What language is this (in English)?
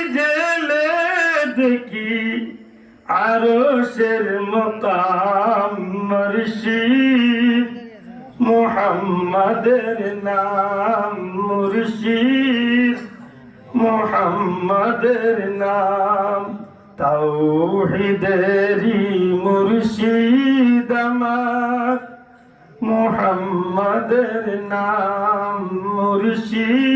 Sylheti